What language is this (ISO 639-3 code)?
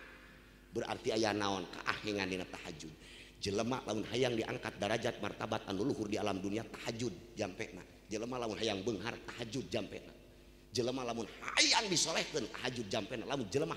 sun